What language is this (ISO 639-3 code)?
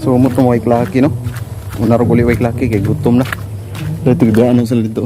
ceb